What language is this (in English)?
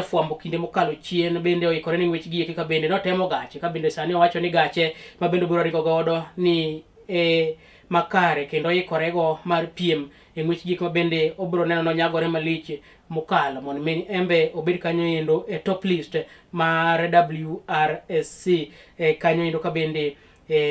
Luo (Kenya and Tanzania)